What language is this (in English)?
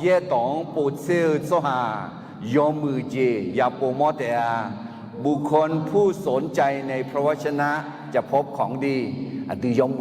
Akha